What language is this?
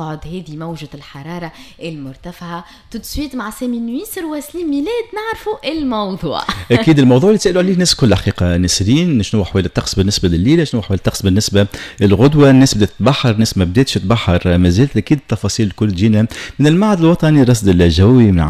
Tunisian Arabic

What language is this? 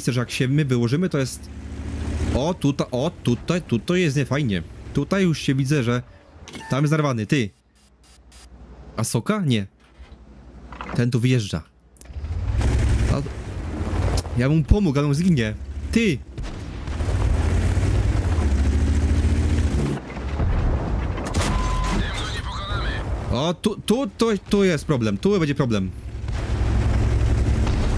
Polish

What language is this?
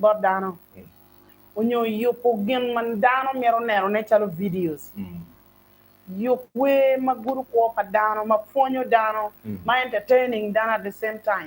Acoli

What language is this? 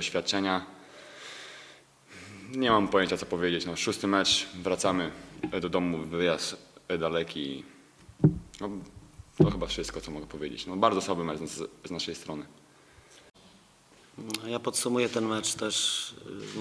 Polish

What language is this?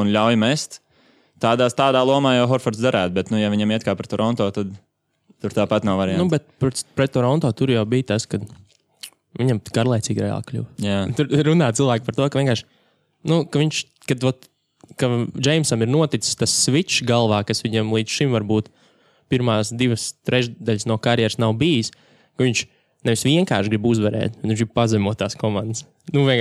Latvian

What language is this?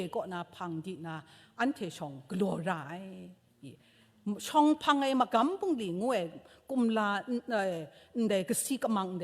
Kachin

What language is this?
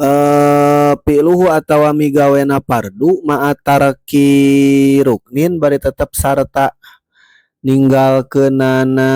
Sundanese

